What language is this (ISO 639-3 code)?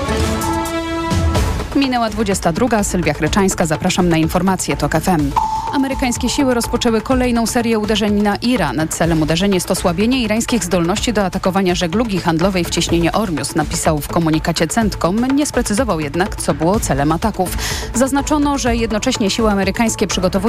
pol